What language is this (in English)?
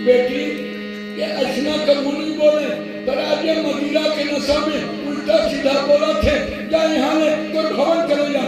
Chhattisgarhi